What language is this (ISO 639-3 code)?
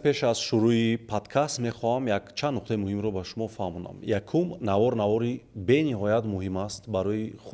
tgk